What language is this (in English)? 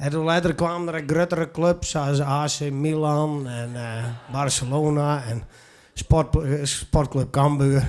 Western Frisian